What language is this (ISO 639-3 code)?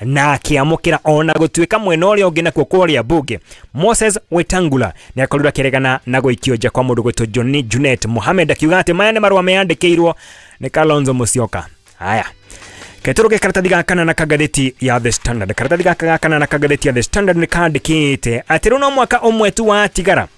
kik